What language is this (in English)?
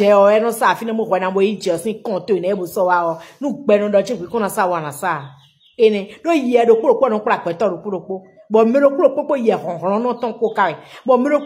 Fon